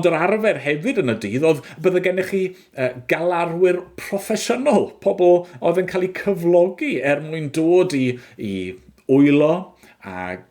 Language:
Welsh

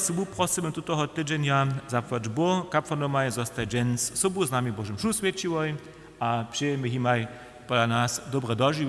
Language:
Upper Sorbian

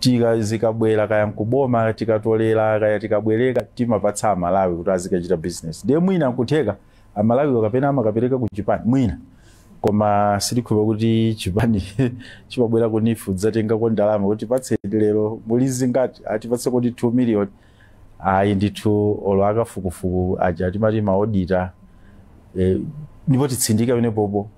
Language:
Nyanja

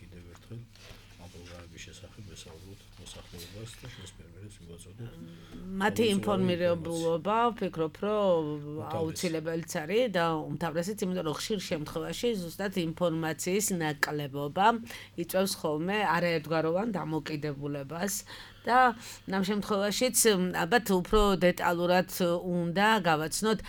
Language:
Georgian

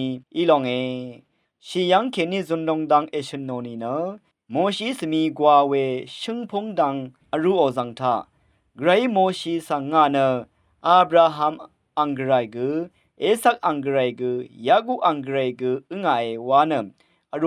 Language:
Rawang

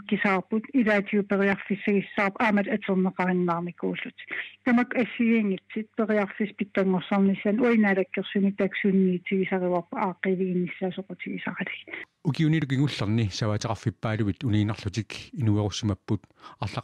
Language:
Kalaallisut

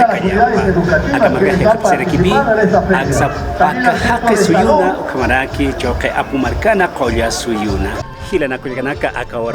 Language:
Aymara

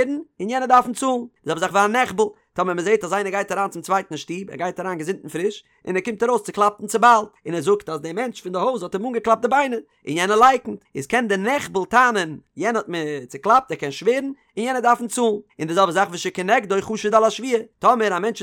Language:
Yiddish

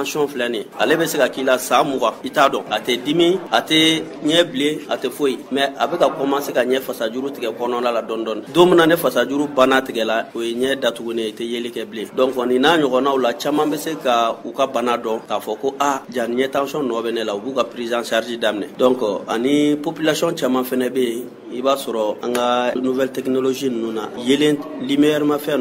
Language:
Bambara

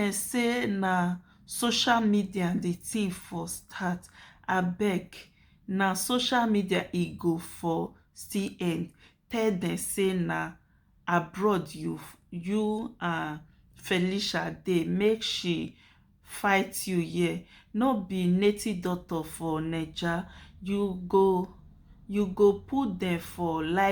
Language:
Nigerian Pidgin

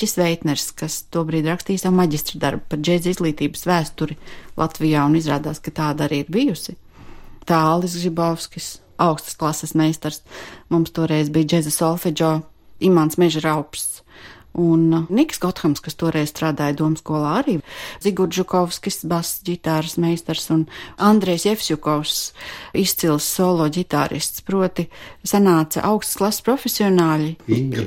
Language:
Latvian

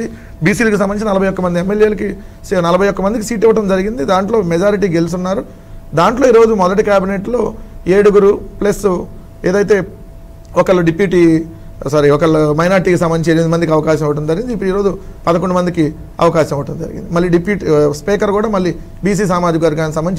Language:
Telugu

